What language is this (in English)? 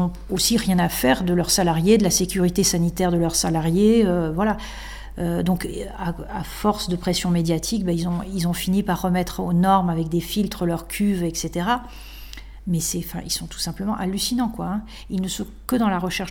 French